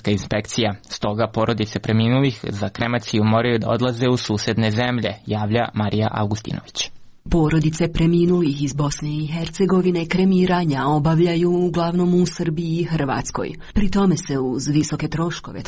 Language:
Serbian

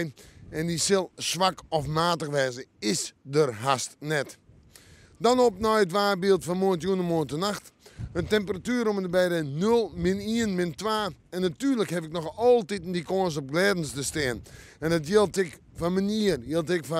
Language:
Western Frisian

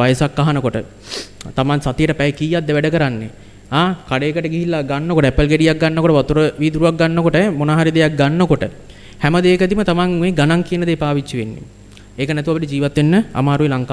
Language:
Sinhala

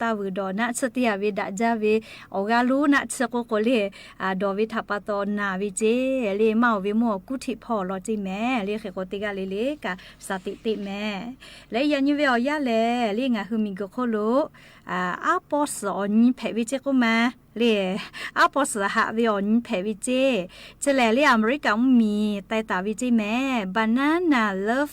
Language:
Lahu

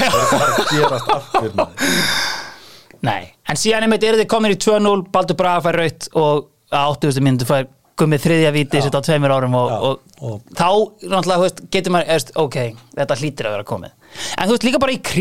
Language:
Icelandic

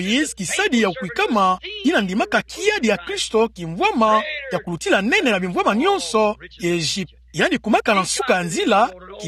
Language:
Kituba (Democratic Republic of Congo)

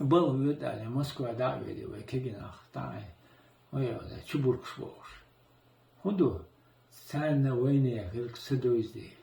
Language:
Chechen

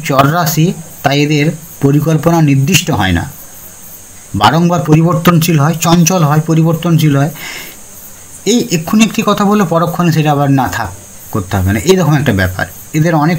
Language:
Bangla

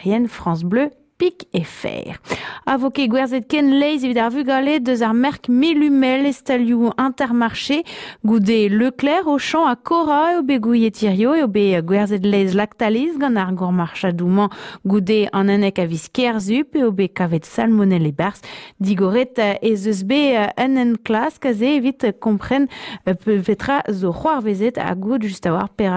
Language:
Breton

